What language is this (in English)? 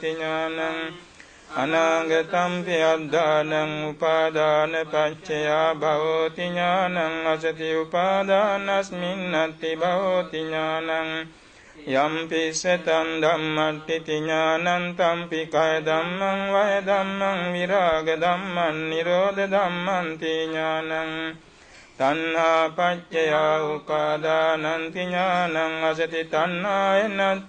Pali